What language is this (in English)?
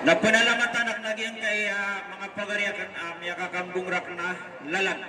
Maranao